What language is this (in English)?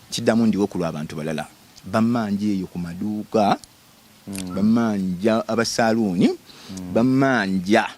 Ganda